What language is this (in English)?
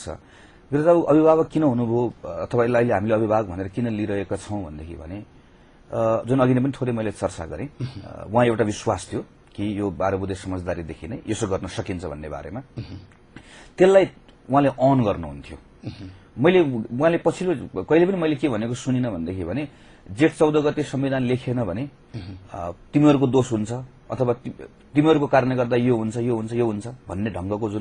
Nepali